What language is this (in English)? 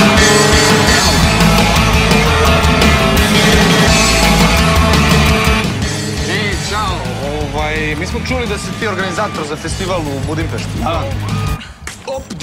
Serbian